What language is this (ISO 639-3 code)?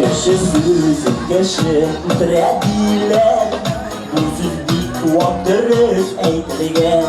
tat